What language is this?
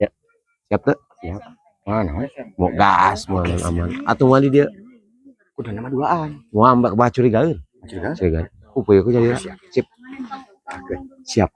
Sundanese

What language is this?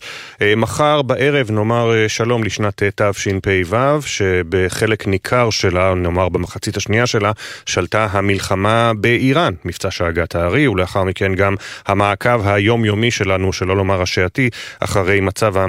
Hebrew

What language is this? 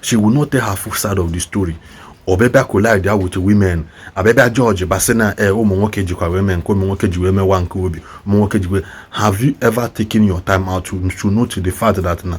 Igbo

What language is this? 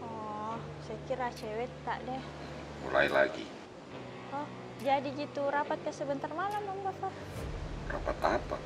Makassar Malay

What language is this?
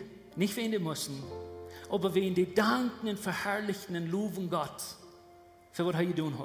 Plautdietsch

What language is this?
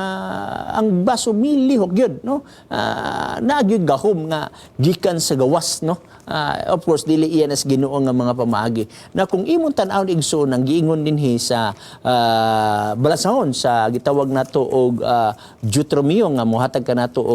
Cebuano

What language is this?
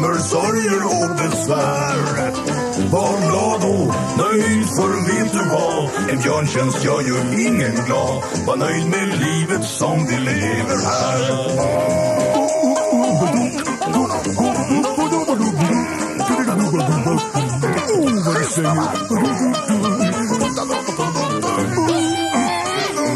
Swedish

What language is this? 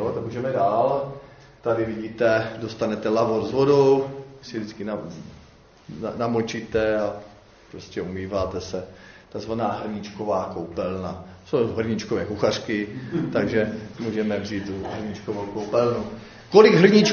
Czech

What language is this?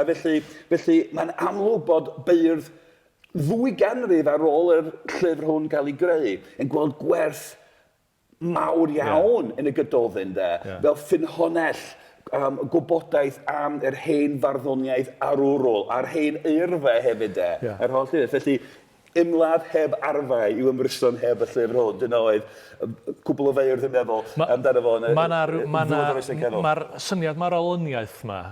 Welsh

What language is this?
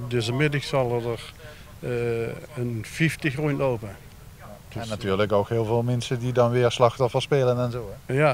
Limburgish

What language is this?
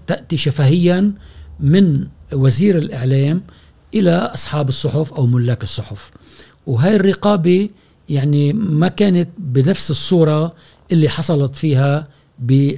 Gulf Arabic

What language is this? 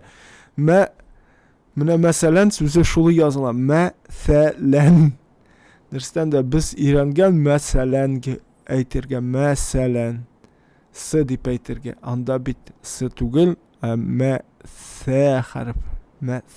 Tatar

